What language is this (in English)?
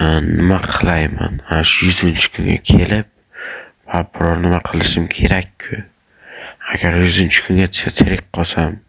Uzbek